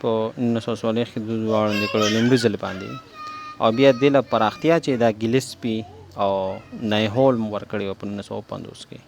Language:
Pashto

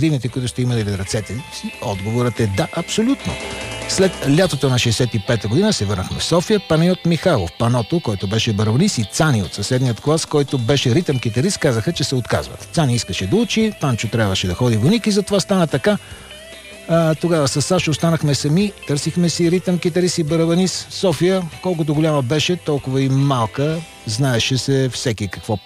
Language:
Bulgarian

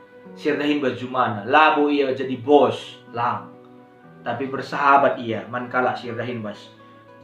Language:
Batak Karo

